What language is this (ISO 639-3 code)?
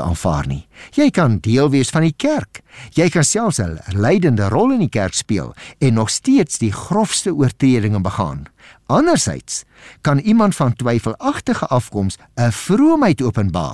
afr